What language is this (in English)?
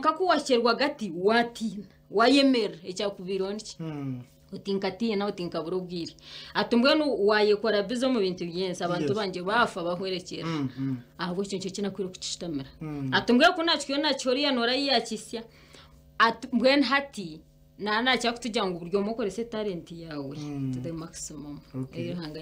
Kinyarwanda